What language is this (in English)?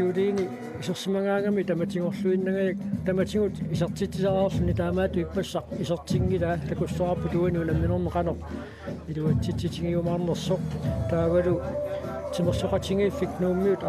Kalaallisut